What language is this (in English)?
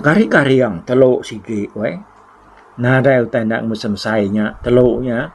Iban